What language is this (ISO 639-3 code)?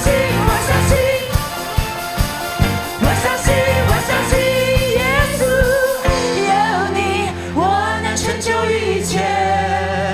zho